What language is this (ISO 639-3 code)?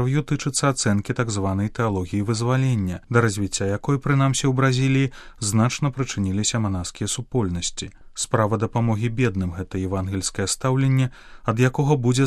bel